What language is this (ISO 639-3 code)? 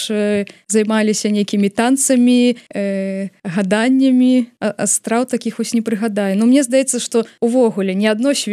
bel